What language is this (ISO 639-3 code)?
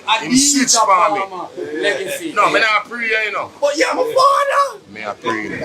jam